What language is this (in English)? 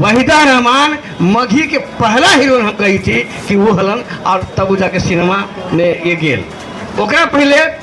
Magahi